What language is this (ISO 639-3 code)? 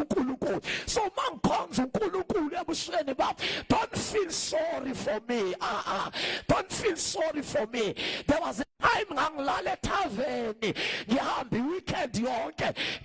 zul